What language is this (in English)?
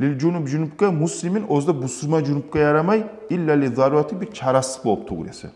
Kumyk